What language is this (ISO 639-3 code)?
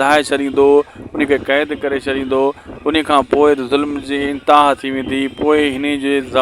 snd